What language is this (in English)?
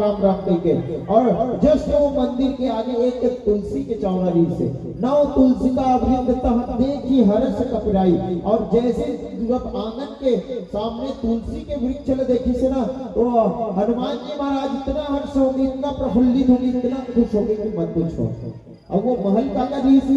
Chhattisgarhi